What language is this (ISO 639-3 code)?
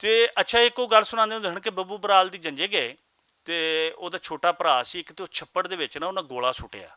lah